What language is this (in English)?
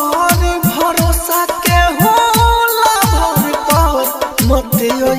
Bhojpuri